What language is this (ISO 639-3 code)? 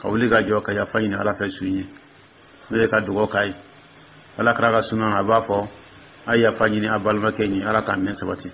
dyu